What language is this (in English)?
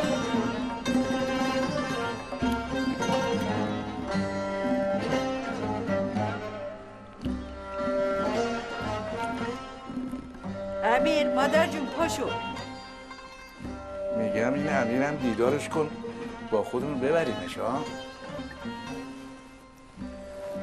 Persian